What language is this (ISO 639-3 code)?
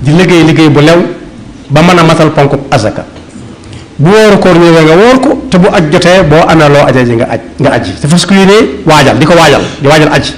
wol